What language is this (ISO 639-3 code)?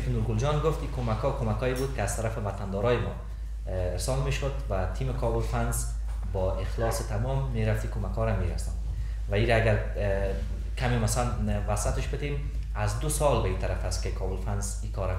fas